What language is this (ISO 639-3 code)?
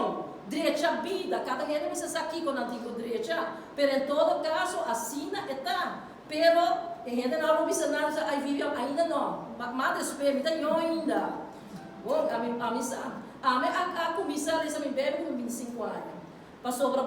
pap